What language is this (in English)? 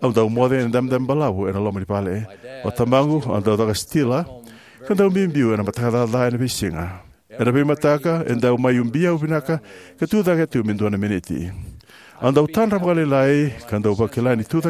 Fijian